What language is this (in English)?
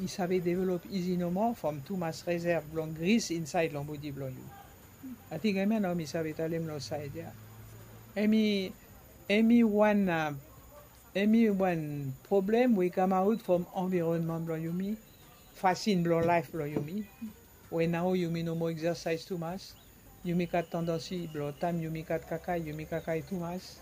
Bislama